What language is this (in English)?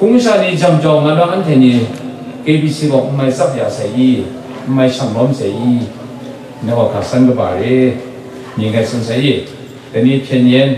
Kachin